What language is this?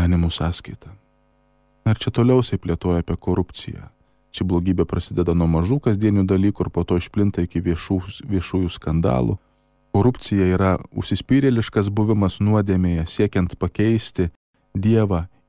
Lithuanian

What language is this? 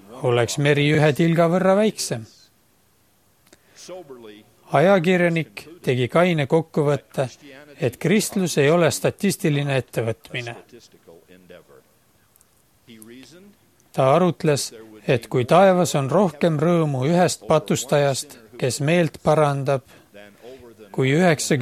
Estonian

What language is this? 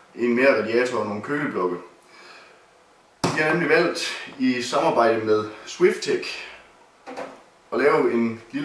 Danish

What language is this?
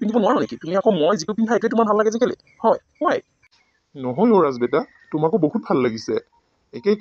Assamese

